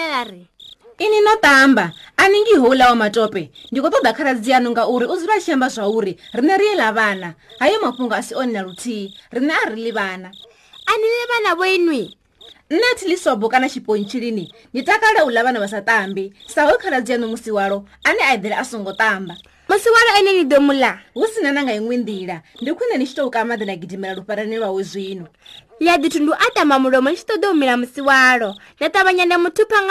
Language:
Venda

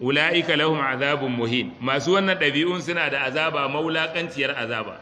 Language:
Hausa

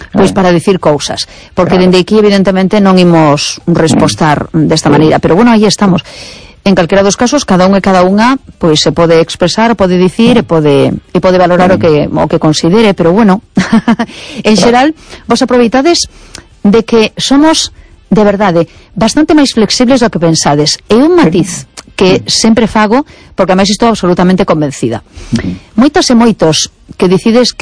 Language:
Galician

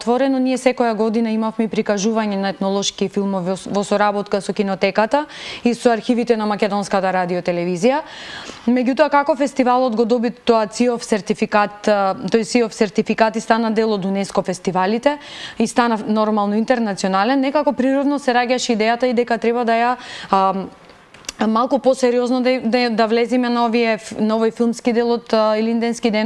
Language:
Macedonian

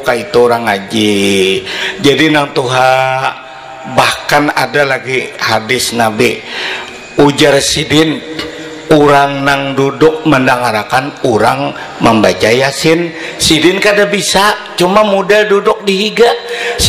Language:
Banjar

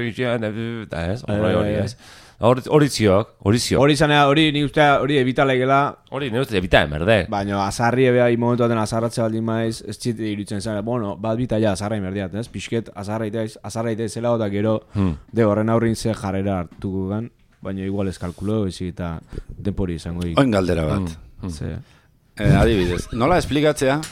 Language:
Basque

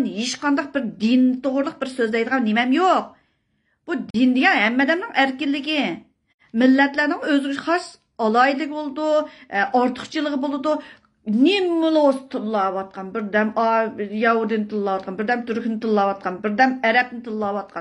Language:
Uyghur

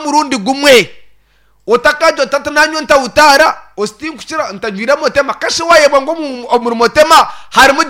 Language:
Nyankole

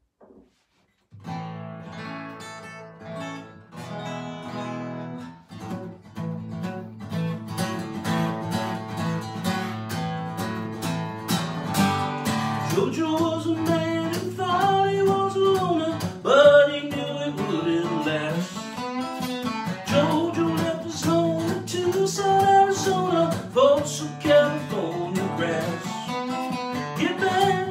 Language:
English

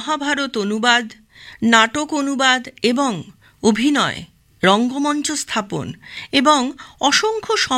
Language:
Bangla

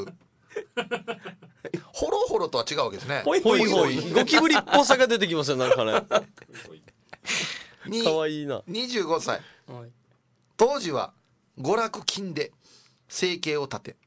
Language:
Japanese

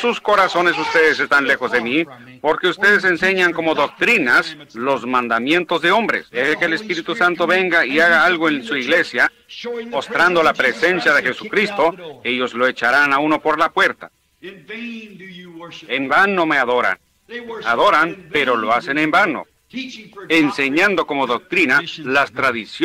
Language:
Spanish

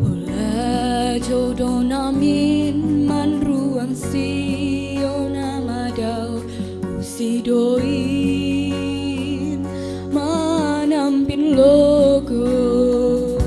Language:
Batak Simalungun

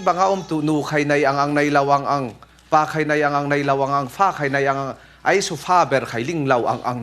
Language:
Falam Chin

